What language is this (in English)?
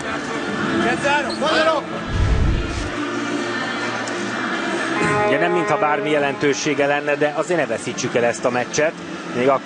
Hungarian